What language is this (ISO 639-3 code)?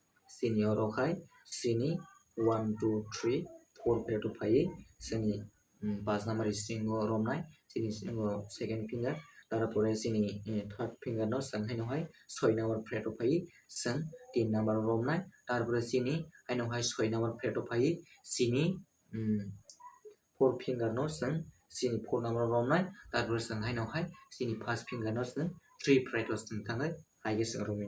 trp